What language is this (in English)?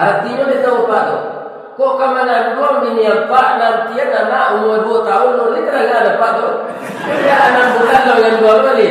Minangkabau